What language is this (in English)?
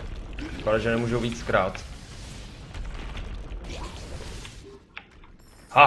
Czech